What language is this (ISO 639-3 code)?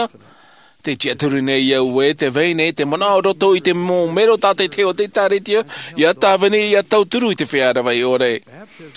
tah